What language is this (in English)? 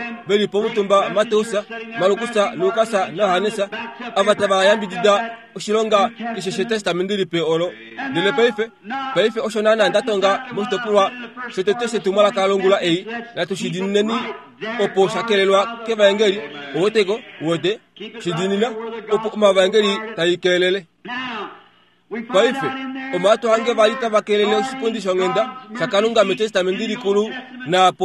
Kuanyama